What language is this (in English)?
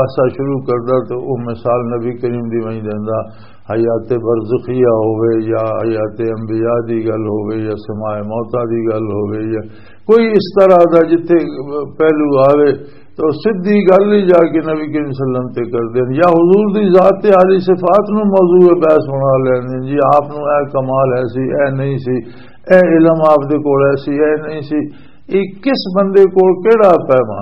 Western Panjabi